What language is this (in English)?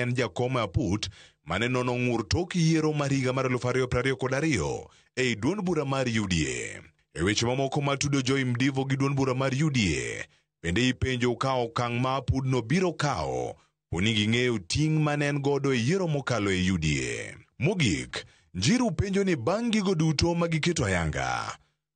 Luo (Kenya and Tanzania)